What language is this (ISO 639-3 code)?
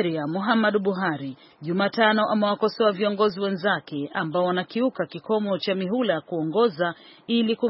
swa